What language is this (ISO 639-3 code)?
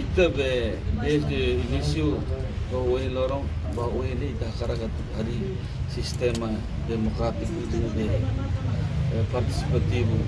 tet